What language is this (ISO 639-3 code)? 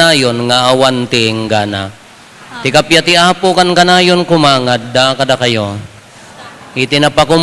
ilo